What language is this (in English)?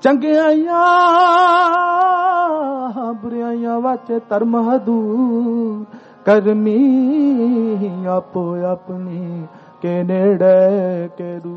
Punjabi